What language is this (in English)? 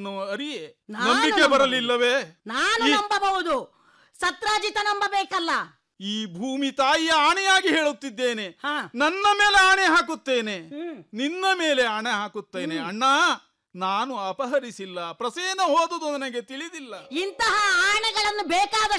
Kannada